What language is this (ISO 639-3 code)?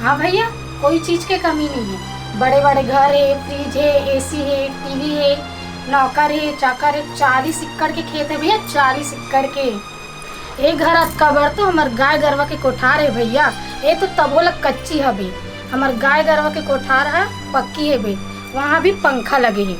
hne